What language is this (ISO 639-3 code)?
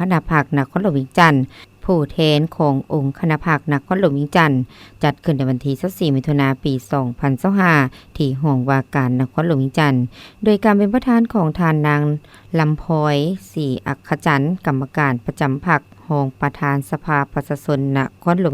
lao